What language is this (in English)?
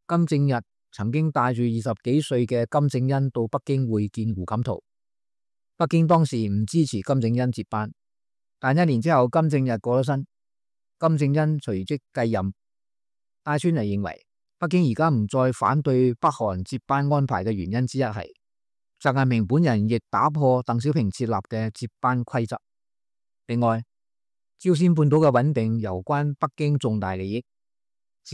Cantonese